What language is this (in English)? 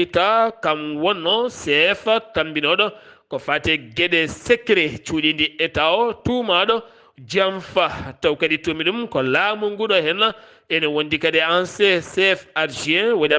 Fula